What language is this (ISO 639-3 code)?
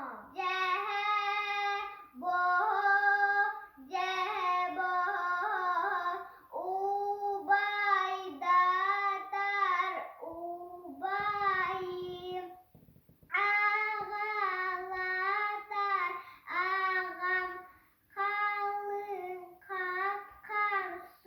sah